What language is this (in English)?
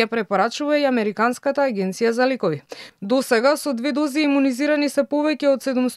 Macedonian